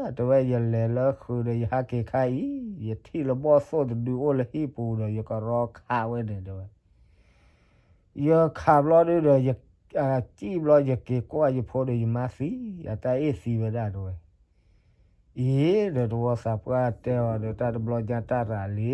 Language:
S'gaw Karen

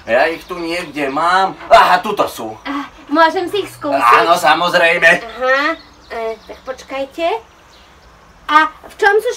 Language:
Slovak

